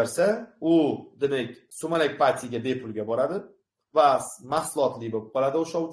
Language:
Uzbek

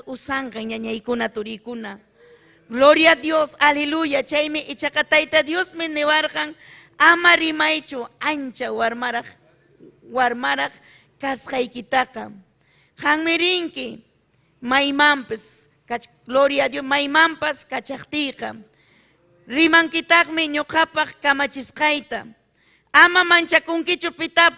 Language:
Ayacucho Quechua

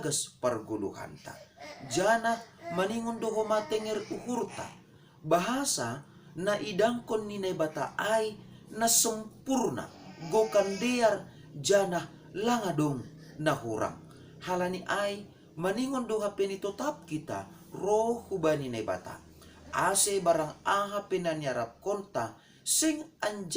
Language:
Batak Simalungun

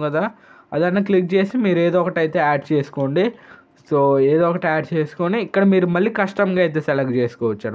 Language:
Telugu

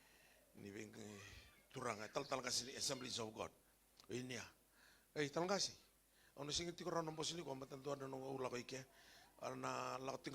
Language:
Fijian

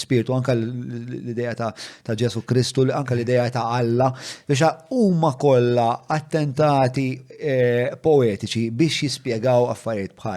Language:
Maltese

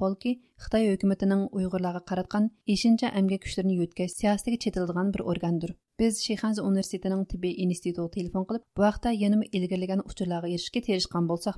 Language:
Uyghur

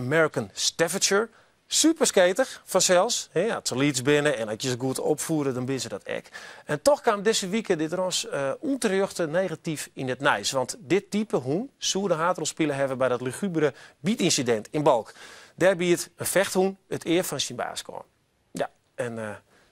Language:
Western Frisian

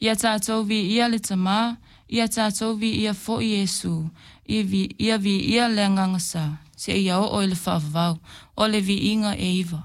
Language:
Samoan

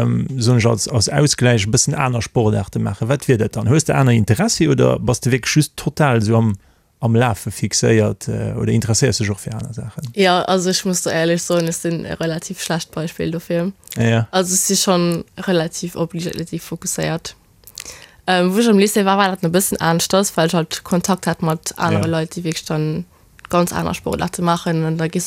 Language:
Luxembourgish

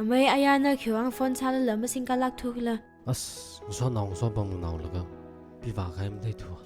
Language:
Tangkhul Naga (India)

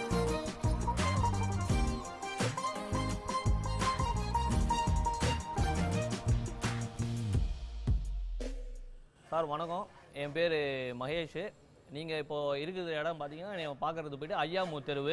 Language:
Tamil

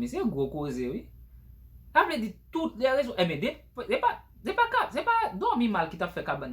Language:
Haitian Creole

